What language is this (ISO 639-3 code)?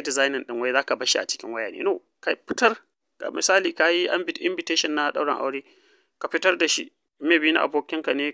hau